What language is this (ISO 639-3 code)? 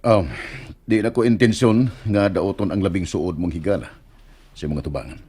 ceb